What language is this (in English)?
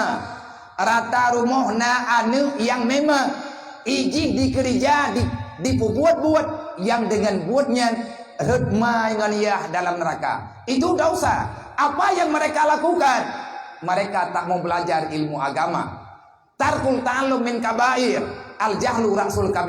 Achinese